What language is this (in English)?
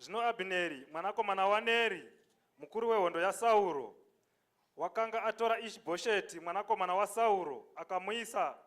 Shona